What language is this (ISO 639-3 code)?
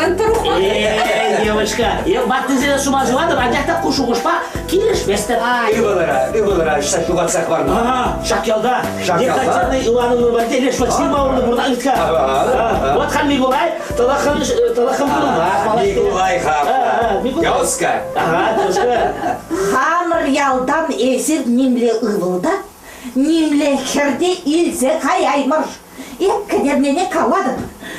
chv